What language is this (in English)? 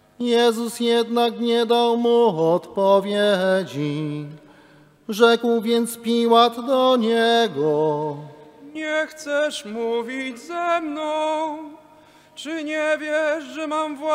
Polish